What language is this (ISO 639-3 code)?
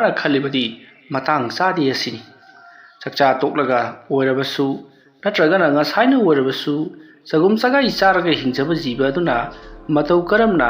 mni